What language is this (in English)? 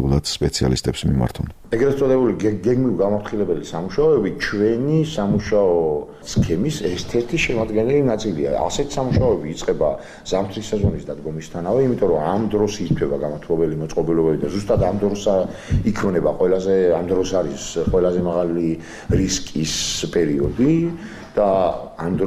Georgian